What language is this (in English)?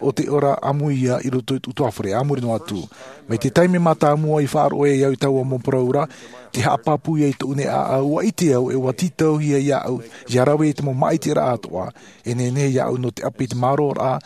Tahitian